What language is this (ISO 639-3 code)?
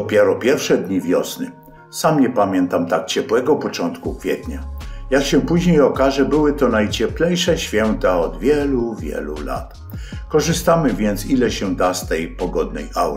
pol